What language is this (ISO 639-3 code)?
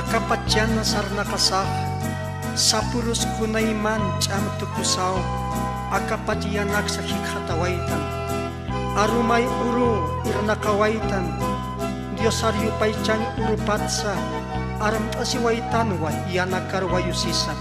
aym